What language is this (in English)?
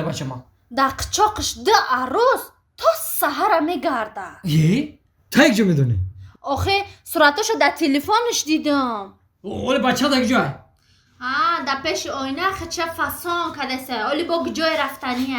Tajik